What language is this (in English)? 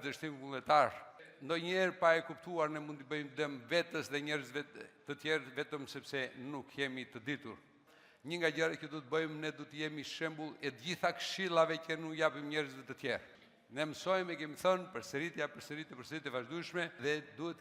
Albanian